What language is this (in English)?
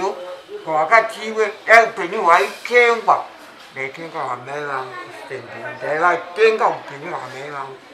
Shona